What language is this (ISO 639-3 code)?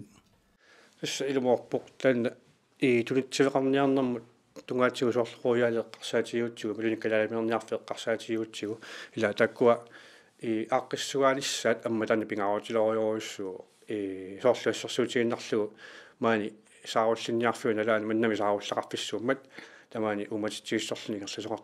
kal